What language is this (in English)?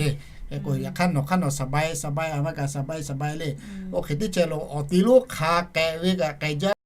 Lahu